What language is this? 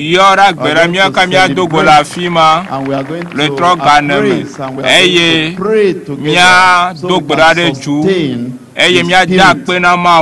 Ewe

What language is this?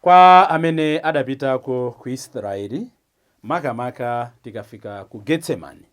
Nyanja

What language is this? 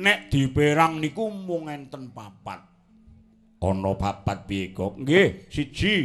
Javanese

